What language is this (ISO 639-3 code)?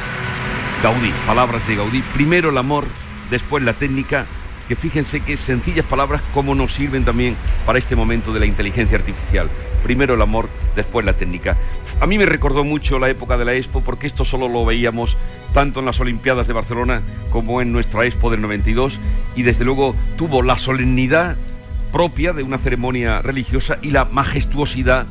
spa